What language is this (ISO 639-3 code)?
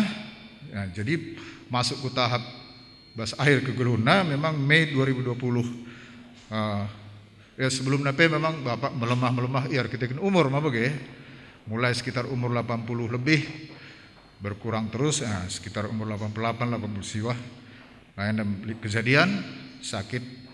btx